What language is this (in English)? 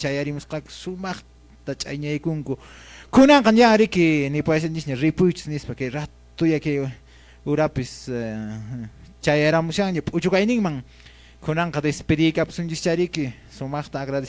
Quechua